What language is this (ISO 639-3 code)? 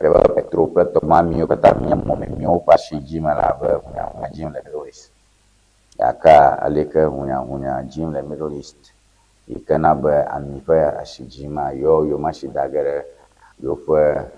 ewe